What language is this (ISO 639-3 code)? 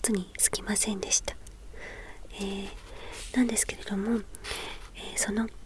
jpn